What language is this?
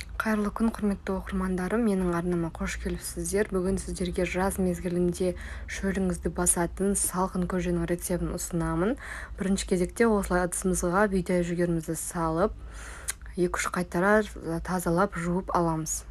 Kazakh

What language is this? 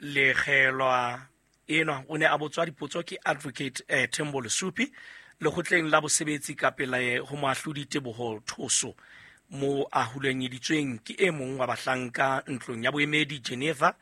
Southern Sotho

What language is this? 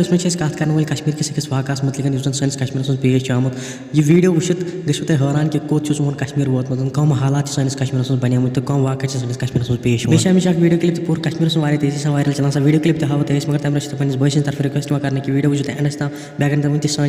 Kashmiri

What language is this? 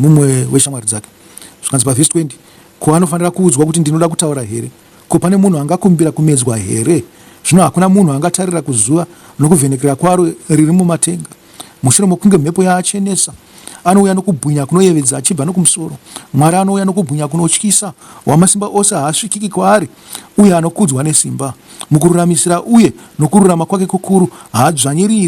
Shona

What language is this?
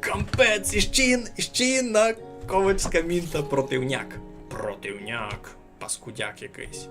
Rusyn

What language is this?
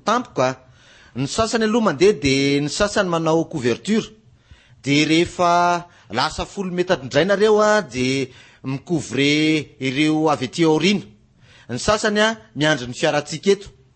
Malagasy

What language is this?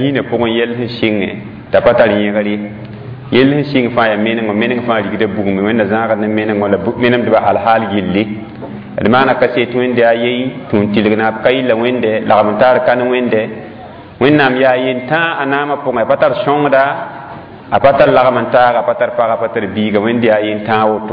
Mossi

